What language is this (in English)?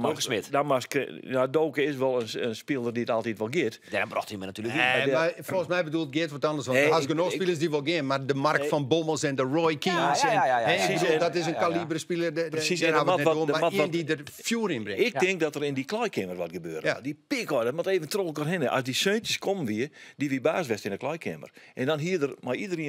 Western Frisian